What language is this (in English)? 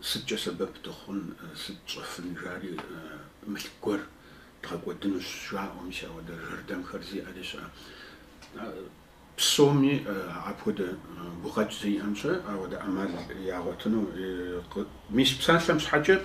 Kabardian